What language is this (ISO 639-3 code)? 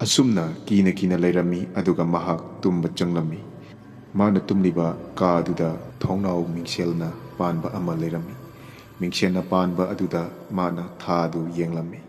mni